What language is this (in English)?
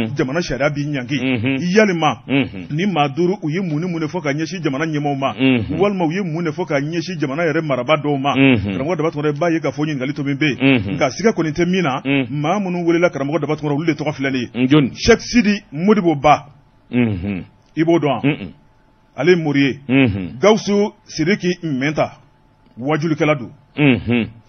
Bambara